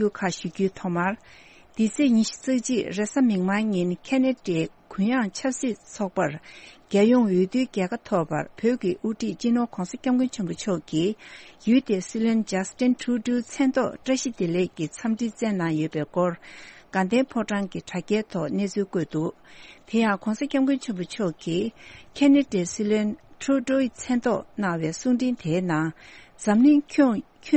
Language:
Tibetan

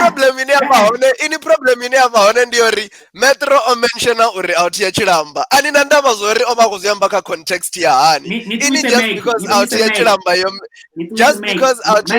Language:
Venda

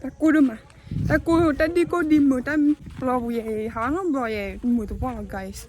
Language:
S'gaw Karen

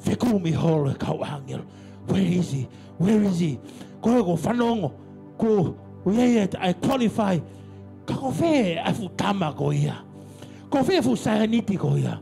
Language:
Tongan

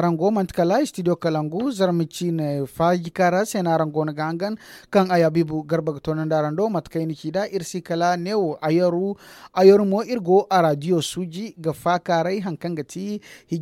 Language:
Zarma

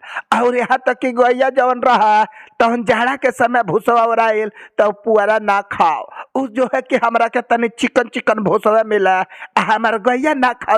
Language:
Bhojpuri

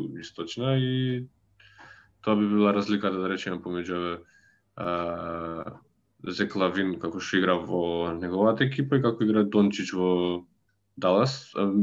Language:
Macedonian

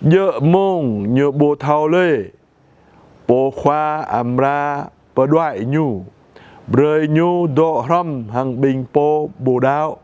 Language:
Jarai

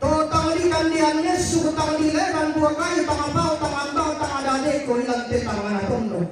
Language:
Toraja-Sa'dan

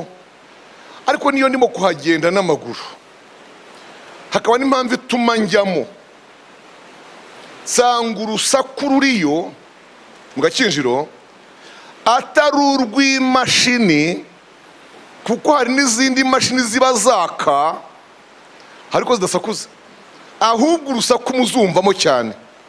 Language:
Kinyarwanda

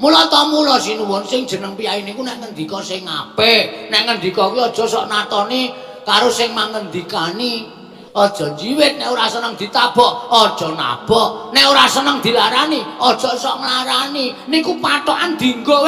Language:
Javanese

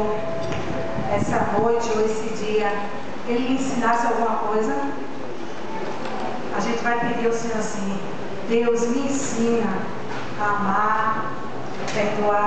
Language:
Portuguese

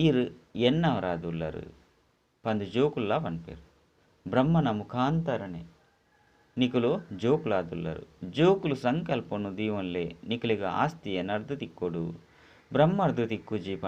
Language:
Tulu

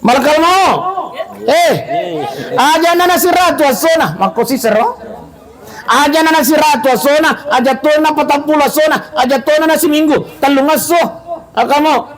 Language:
Buginese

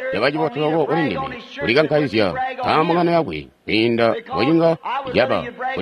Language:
Tonga (Zambia)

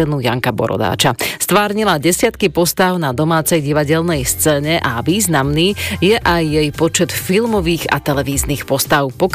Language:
Slovak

